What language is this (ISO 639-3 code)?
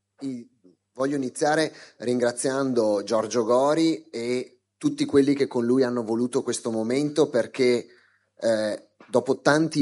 ita